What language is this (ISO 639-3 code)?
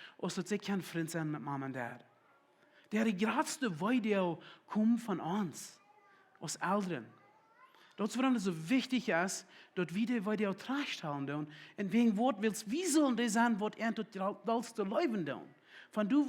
pdt